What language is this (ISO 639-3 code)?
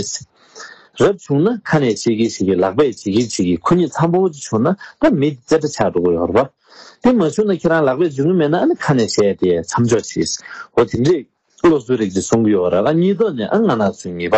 bod